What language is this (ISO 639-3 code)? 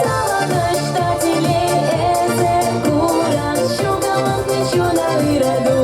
chv